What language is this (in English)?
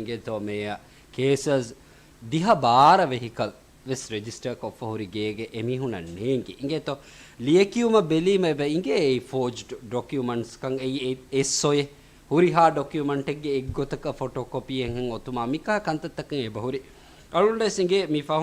Divehi